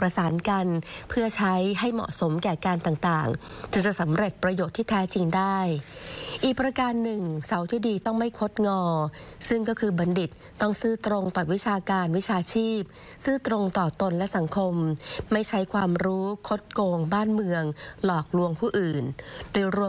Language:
Thai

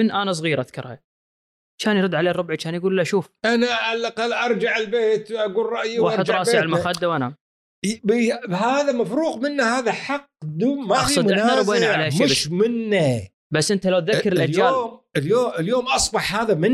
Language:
Gulf Arabic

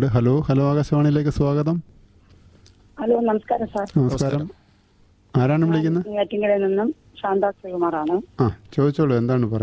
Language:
Malayalam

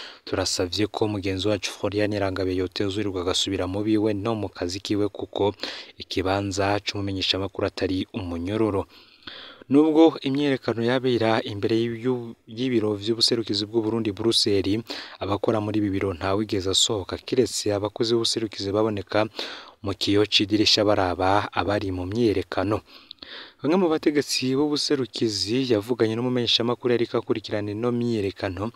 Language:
Rundi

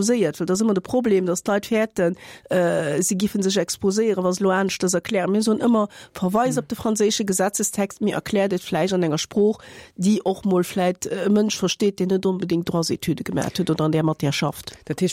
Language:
Luxembourgish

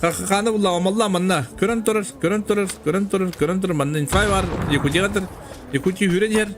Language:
Yakut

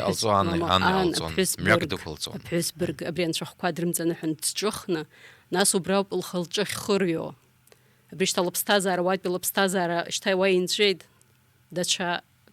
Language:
Abkhazian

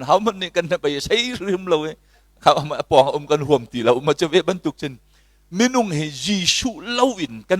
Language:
Hakha Chin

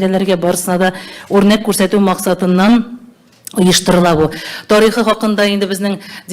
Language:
Tatar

